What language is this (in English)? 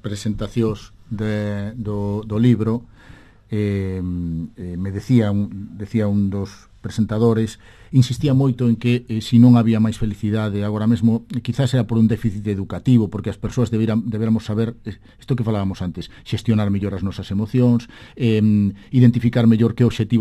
Galician